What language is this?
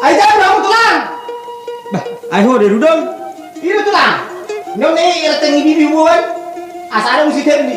Batak Toba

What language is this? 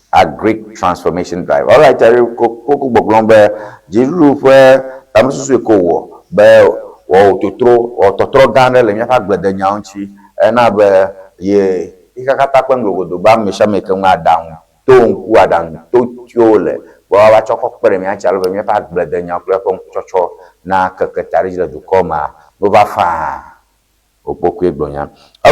Ewe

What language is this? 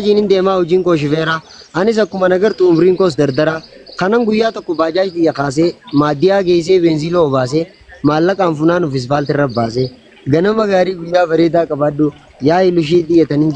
Oromo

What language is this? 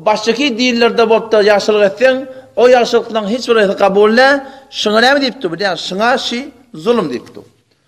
Turkmen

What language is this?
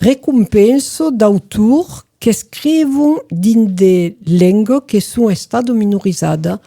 Occitan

